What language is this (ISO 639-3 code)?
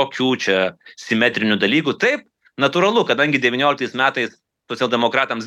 lit